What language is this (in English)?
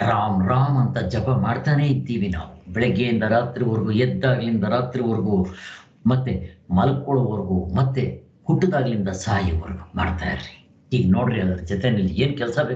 Kannada